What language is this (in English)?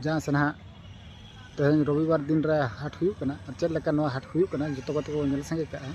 Santali